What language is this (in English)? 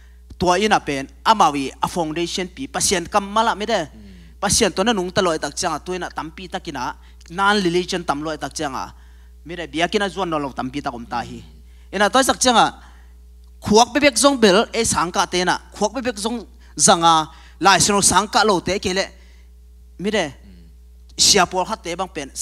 Tedim Chin